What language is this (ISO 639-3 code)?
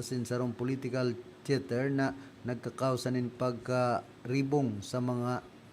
bik